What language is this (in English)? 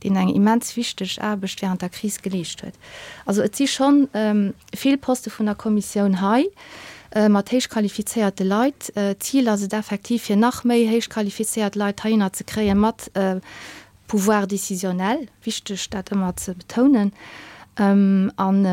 Luxembourgish